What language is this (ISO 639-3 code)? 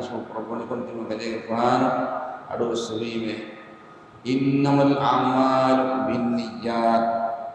div